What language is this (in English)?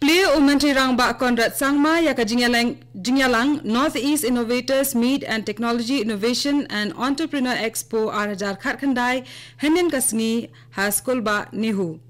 Khasi